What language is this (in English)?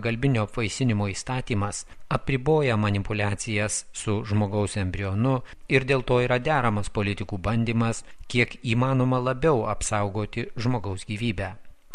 Lithuanian